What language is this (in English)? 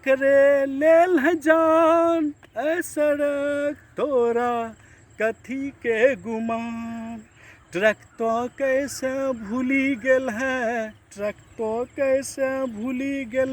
Angika